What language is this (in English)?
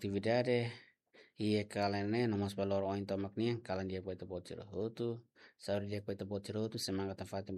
Tetum